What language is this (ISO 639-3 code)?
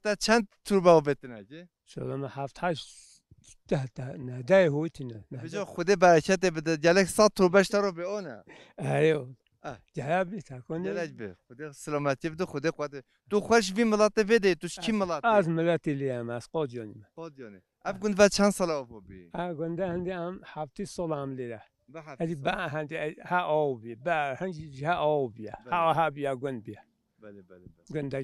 kur